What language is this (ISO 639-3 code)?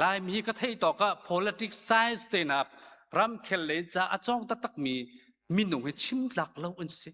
cnh